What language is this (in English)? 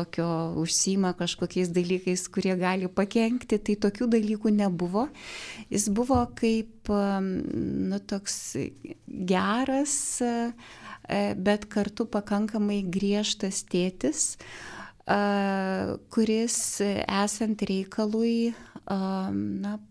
Lithuanian